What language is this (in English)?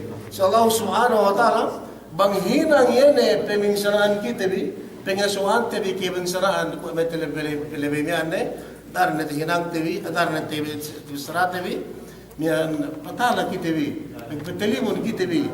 Yakan